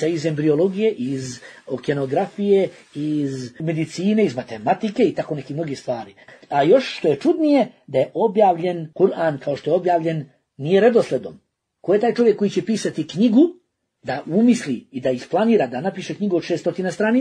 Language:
Bosnian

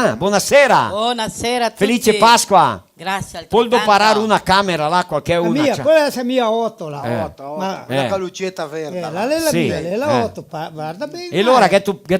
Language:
Venetian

